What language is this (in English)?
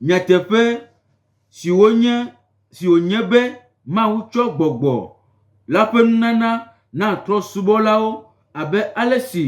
Gen